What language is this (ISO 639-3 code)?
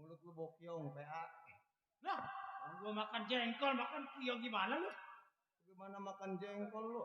bew